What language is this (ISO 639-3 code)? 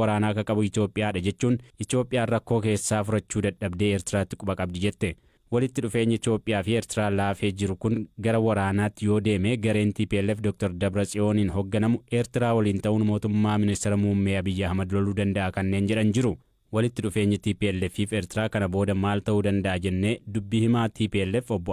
orm